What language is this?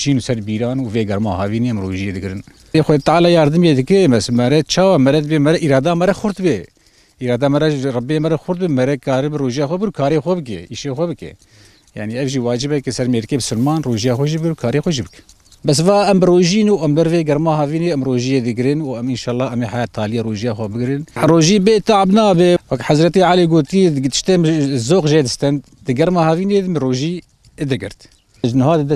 Kurdish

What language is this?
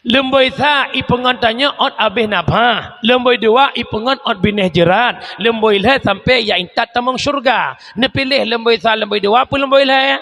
Achinese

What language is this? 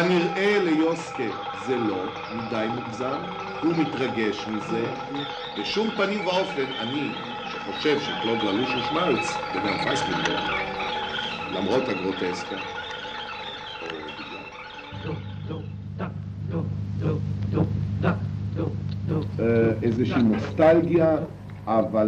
Hebrew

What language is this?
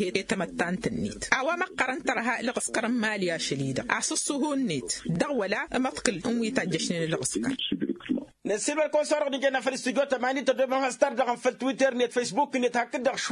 Tamasheq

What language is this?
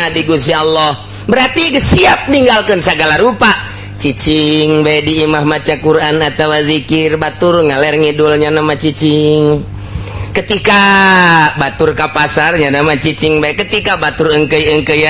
Sundanese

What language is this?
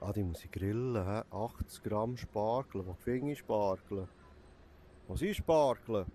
Swiss German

